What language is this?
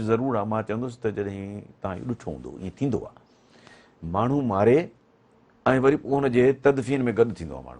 Sindhi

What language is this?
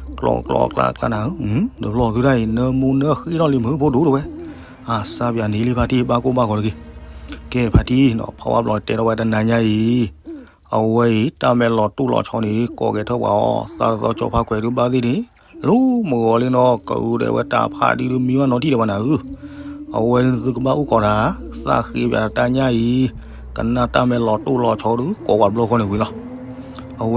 S'gaw Karen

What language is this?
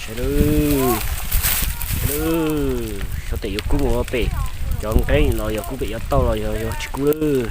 Hmong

